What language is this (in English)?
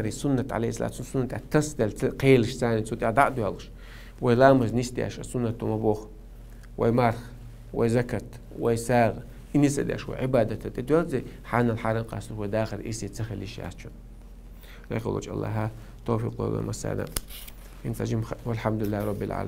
Chechen